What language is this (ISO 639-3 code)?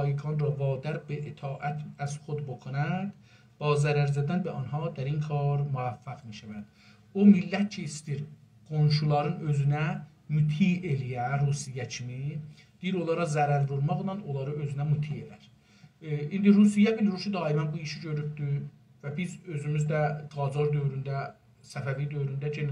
azb